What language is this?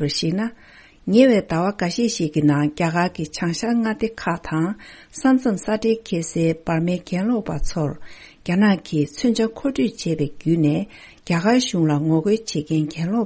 Tibetan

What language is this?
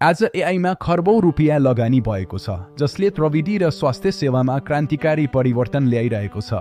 Nepali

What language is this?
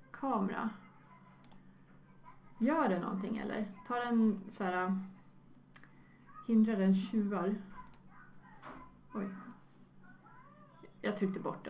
Swedish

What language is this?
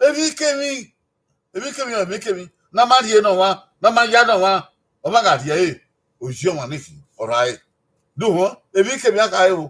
Bini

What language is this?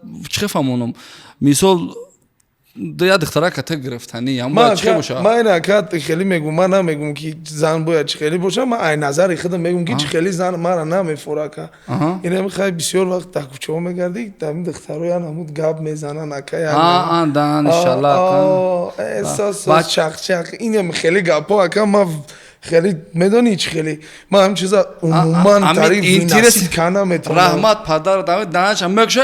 Tajik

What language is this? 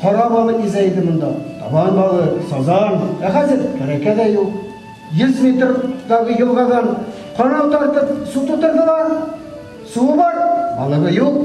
Tatar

